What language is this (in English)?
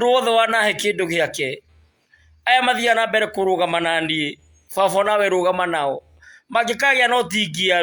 Kikuyu